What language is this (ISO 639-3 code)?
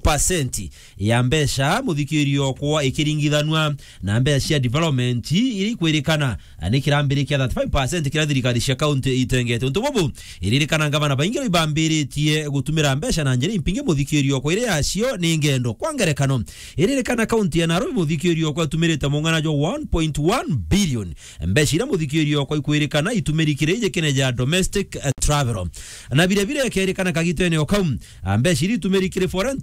mer